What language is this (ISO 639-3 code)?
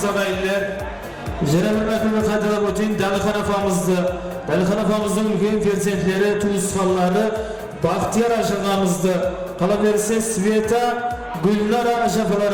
kaa